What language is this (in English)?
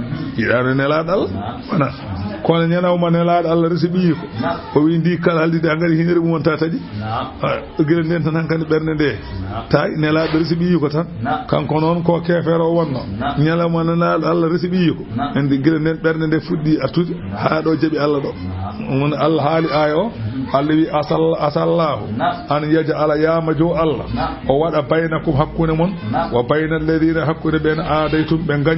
Fula